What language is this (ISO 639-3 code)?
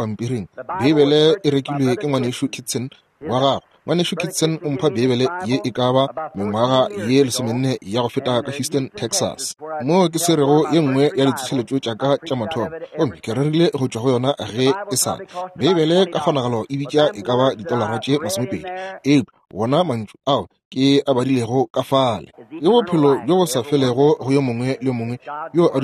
nso